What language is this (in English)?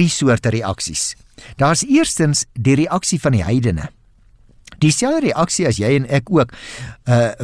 Afrikaans